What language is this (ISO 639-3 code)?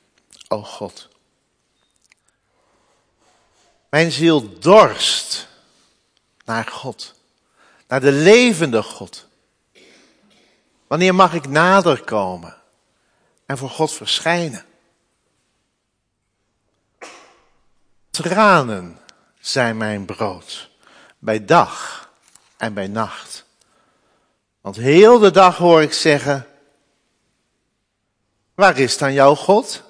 nld